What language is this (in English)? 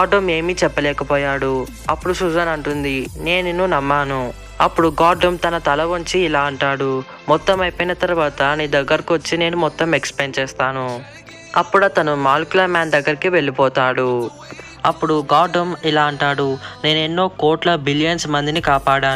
Telugu